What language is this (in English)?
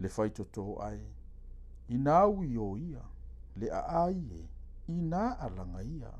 Samoan